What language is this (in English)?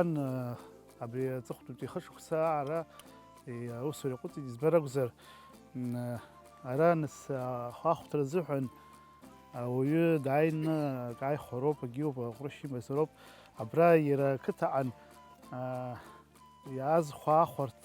Abkhazian